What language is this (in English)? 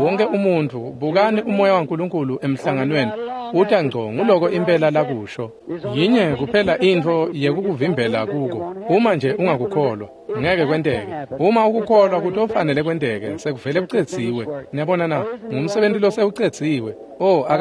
Swati